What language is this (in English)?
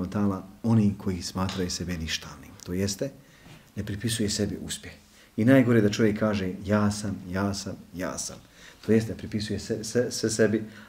Bosnian